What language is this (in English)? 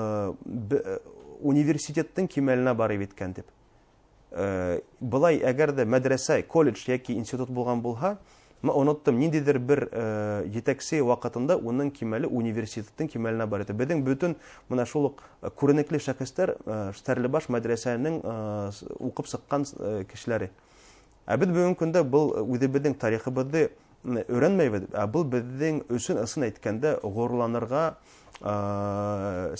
Bashkir